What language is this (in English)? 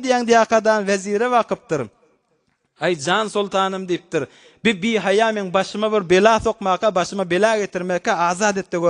Turkmen